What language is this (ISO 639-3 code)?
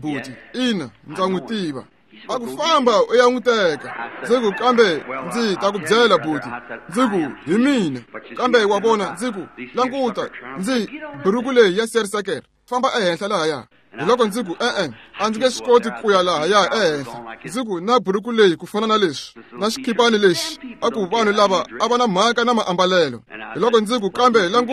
tso